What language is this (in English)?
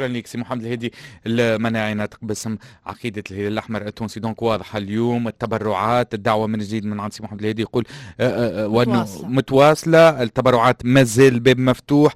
Tunisian Arabic